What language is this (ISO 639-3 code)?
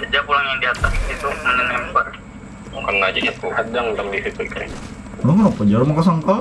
bjn